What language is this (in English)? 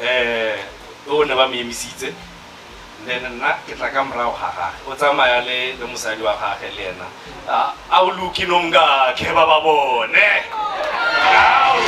Northern Sotho